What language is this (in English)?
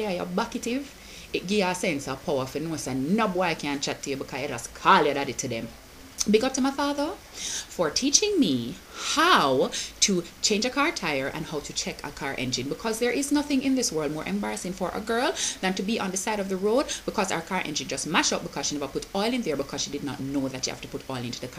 Jamaican Creole English